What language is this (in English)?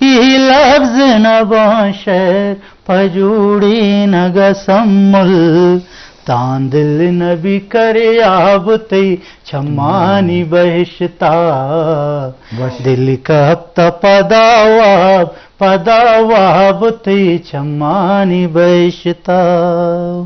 Eastern Balochi